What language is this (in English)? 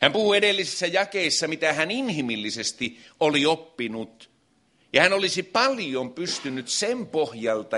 Finnish